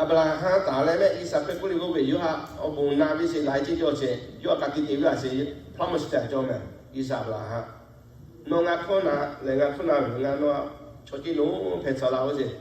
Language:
Lahu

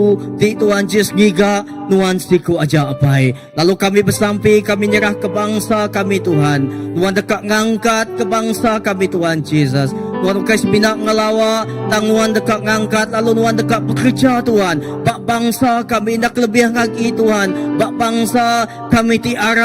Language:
Iban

